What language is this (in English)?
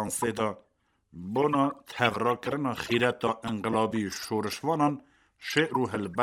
Kurdish